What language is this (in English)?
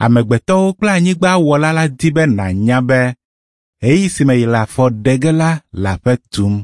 Ewe